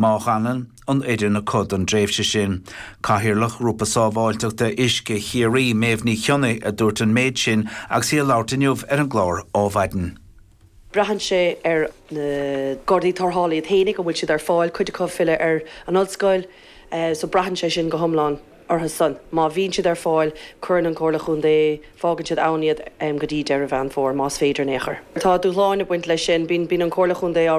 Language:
Irish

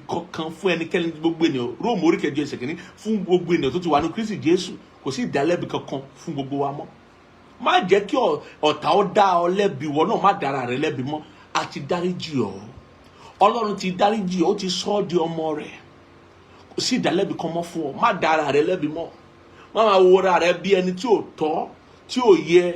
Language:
Yoruba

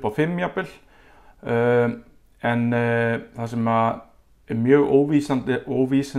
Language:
Icelandic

